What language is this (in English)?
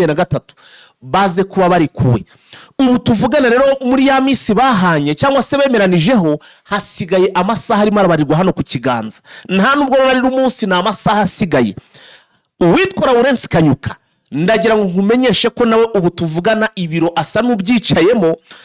Kinyarwanda